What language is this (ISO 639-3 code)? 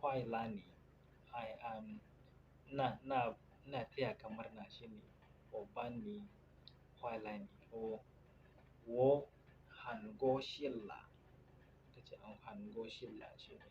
hau